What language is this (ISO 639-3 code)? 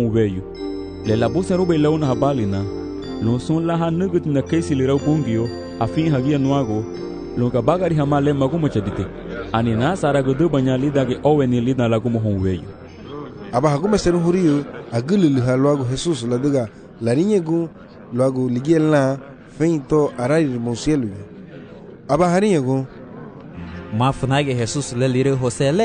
cab